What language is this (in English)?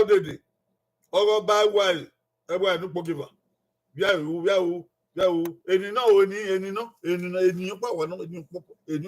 Bini